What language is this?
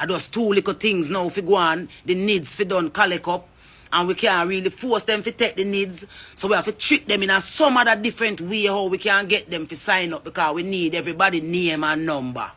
Jamaican Creole English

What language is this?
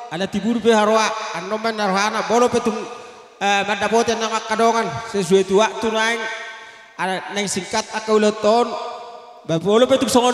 Batak Toba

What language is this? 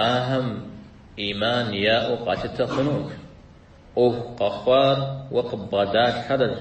Kabardian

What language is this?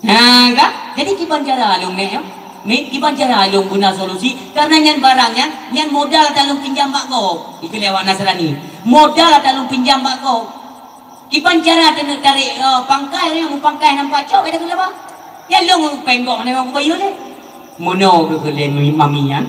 Achinese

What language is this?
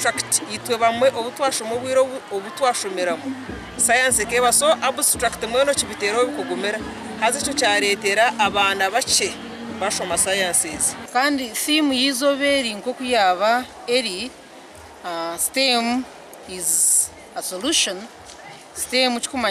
Nyankole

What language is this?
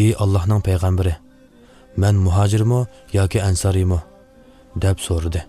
Uyghur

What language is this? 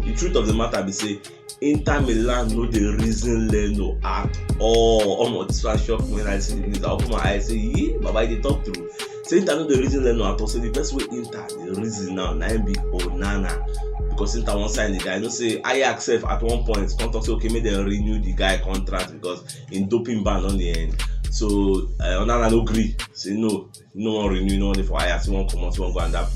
Nigerian Pidgin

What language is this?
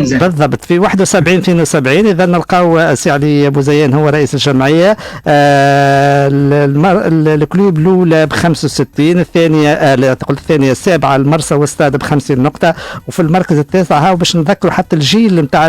Tunisian Arabic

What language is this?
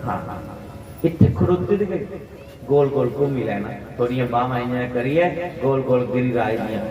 Dogri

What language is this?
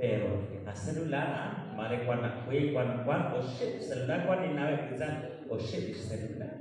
Kekchí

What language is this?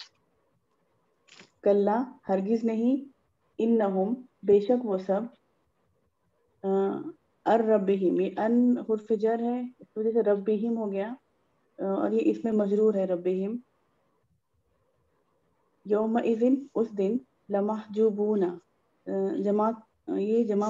Urdu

